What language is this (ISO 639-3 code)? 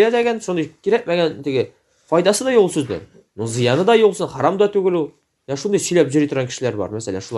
tat